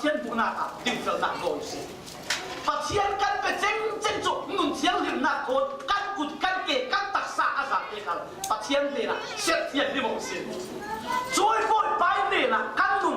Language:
Falam Chin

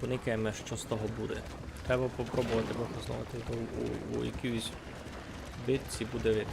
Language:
Rusyn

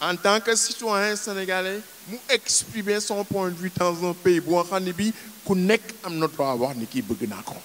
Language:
Wolof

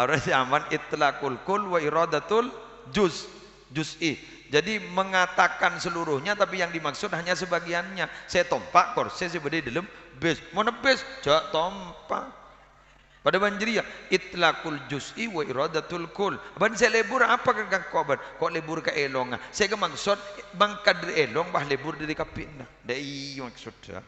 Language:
Madurese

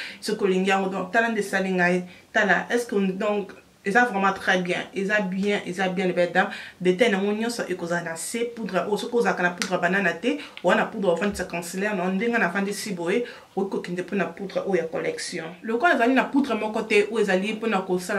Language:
Lingala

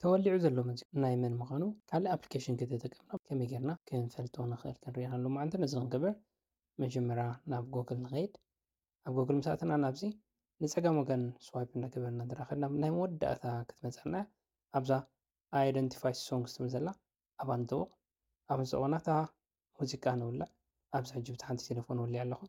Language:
Tigrinya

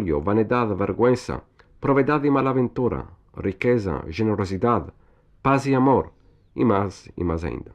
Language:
Ladino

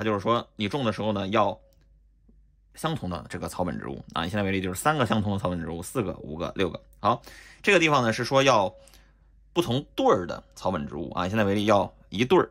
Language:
Chinese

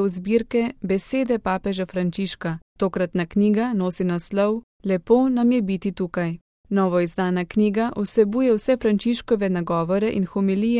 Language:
Slovenian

